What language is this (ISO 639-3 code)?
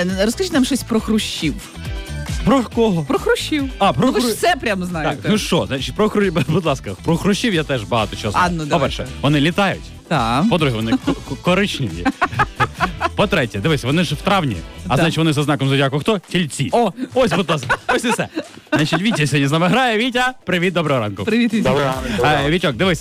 ukr